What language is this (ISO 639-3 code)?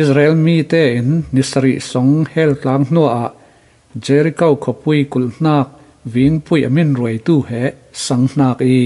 cfm